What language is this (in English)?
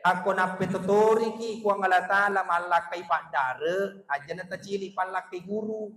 Buginese